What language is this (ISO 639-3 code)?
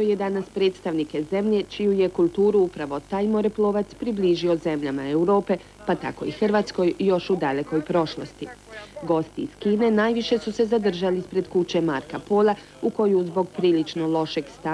hrv